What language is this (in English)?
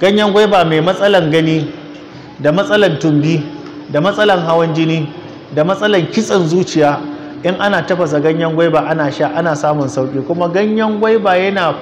Hausa